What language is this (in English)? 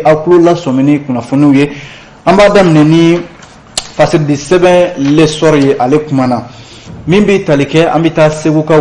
Bambara